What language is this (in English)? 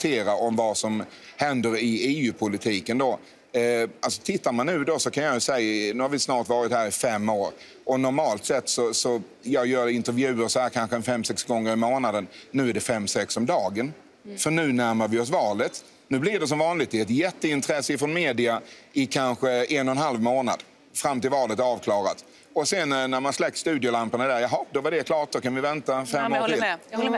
Swedish